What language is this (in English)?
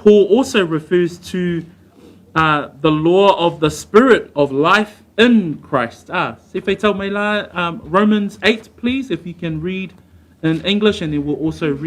Samoan